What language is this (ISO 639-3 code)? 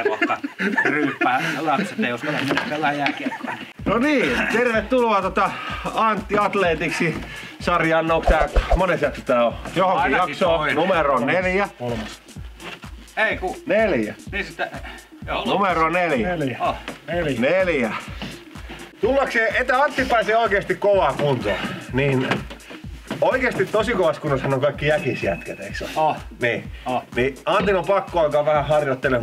fin